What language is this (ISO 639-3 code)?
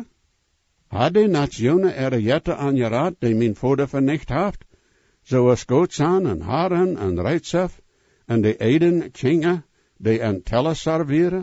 pdt